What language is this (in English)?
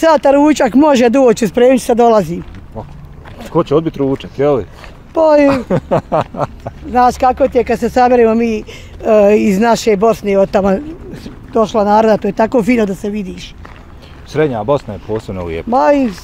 Bosnian